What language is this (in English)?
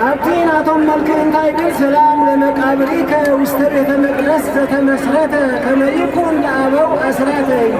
Tigrinya